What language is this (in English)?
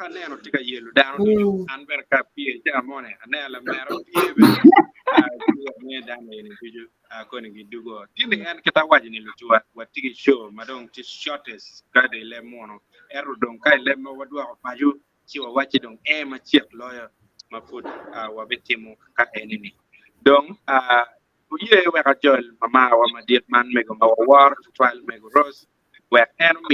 Acoli